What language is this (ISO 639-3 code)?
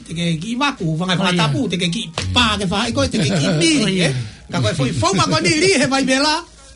ton